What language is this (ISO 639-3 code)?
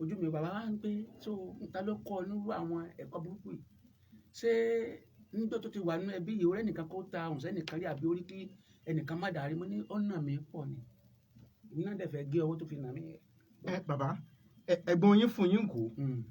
yor